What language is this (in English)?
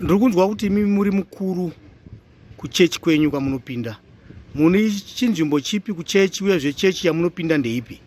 Shona